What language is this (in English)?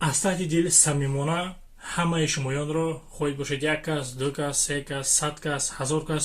Tajik